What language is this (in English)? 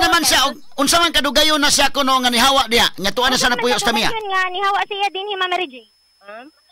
Cebuano